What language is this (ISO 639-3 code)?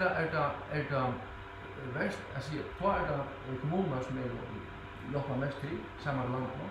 fao